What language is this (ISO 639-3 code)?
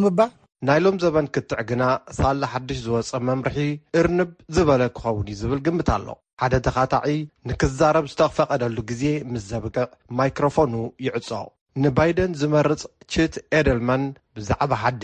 tir